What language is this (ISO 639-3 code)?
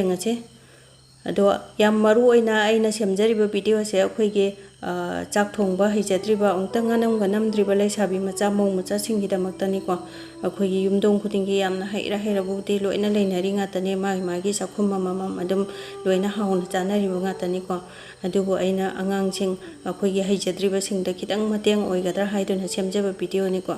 mni